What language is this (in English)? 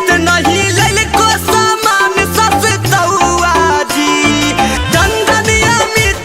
Magahi